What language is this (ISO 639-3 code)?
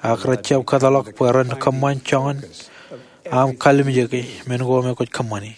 mah